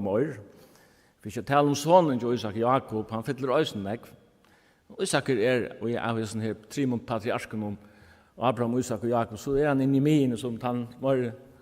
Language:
Faroese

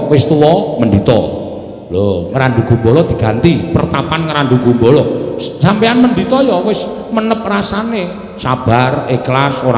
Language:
Javanese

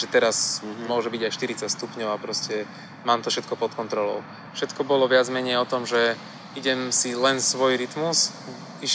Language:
Slovak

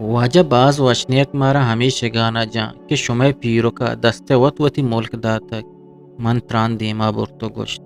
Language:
Eastern Balochi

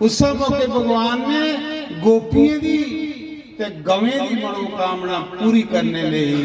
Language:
Dogri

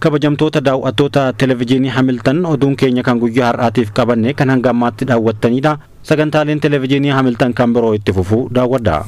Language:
Oromo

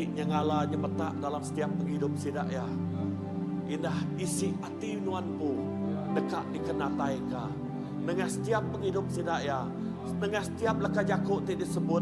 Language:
Iban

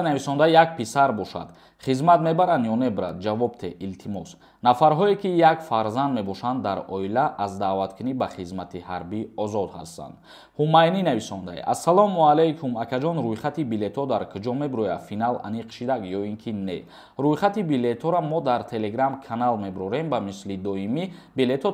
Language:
Tajik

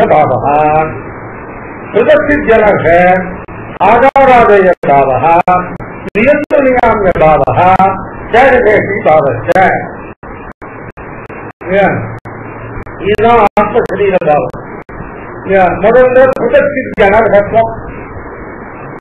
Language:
Tamil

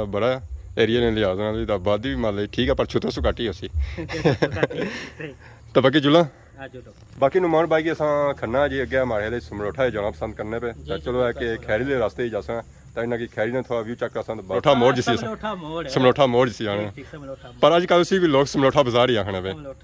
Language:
Pahari-Potwari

